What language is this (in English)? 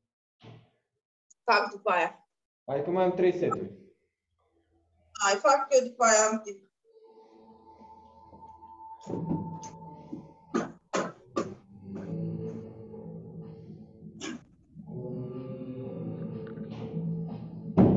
Romanian